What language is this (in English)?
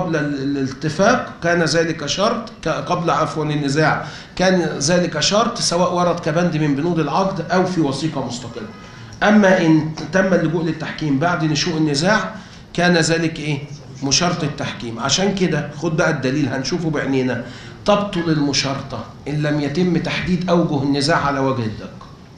Egyptian Arabic